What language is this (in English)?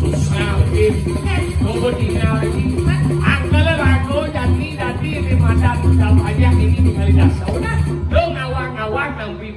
Balinese